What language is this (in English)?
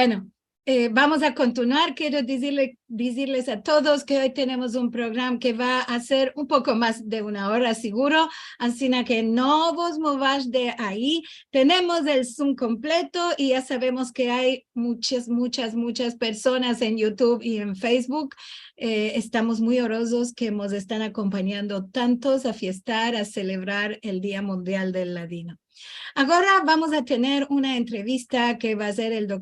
Ladino